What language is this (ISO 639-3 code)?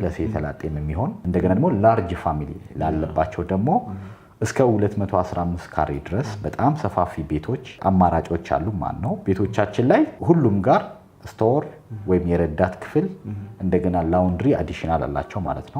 amh